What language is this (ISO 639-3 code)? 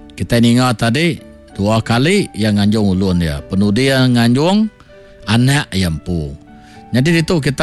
iba